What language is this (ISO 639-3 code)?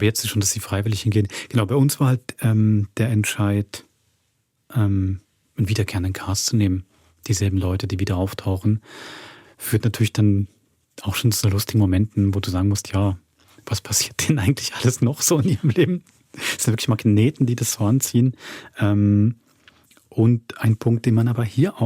gsw